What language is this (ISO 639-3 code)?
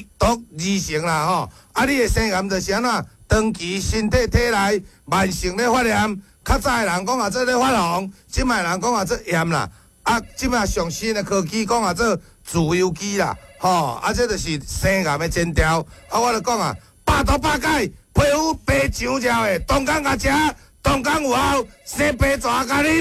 nan